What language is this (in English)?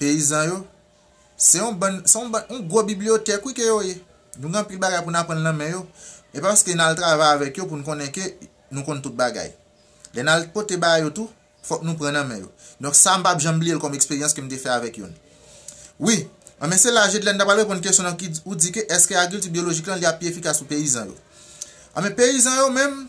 Haitian Creole